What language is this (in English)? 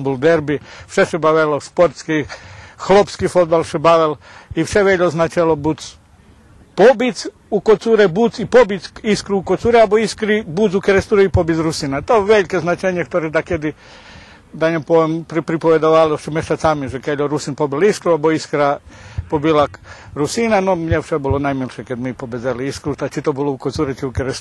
Rusyn